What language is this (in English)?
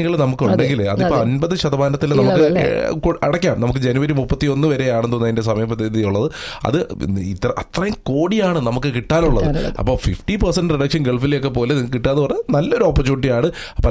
Malayalam